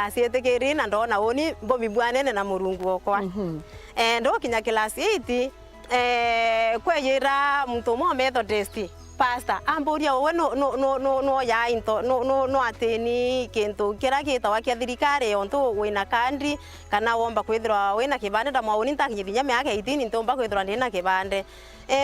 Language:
Meru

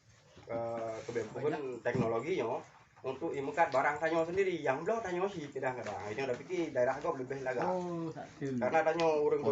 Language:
Achinese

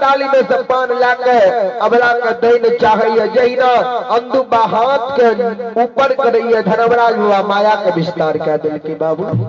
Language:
Maithili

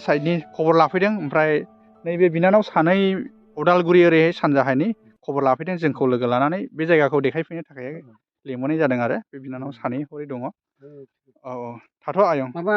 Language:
Bodo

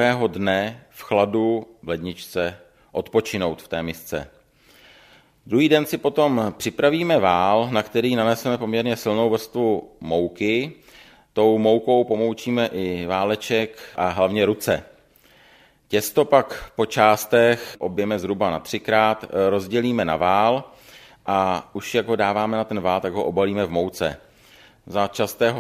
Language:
Czech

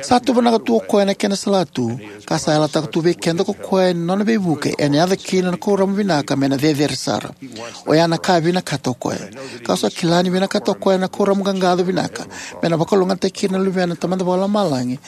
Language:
Fijian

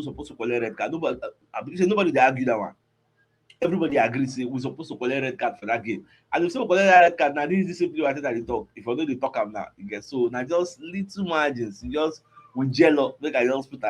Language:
Nigerian Pidgin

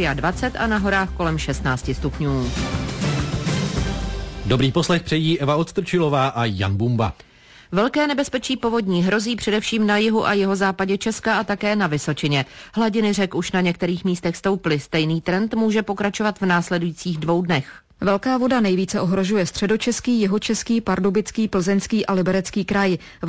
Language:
Czech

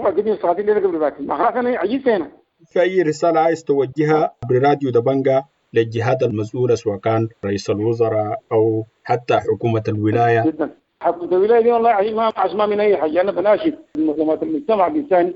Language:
Sudanese Arabic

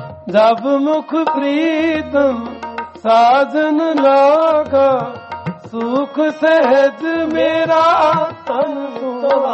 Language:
Punjabi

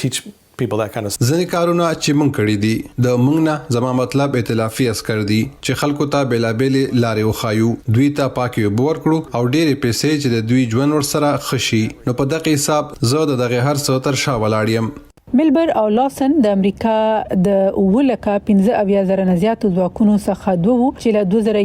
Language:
Pashto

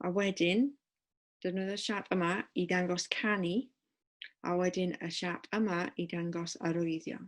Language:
Welsh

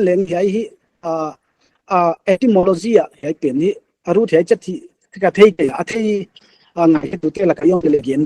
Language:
Paite Chin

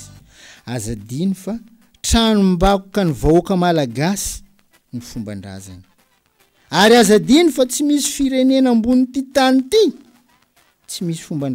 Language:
Malagasy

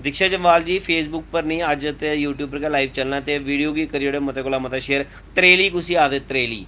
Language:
Dogri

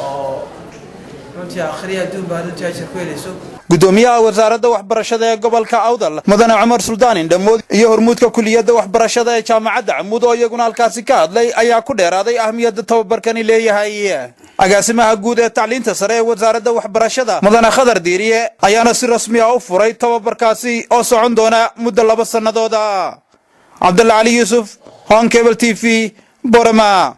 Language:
Somali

